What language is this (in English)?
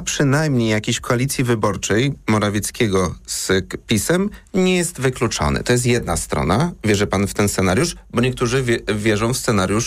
Polish